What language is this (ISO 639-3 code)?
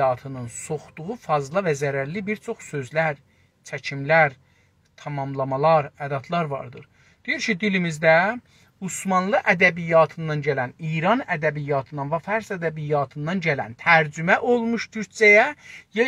azb